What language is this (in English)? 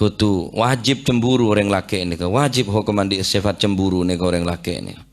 Madurese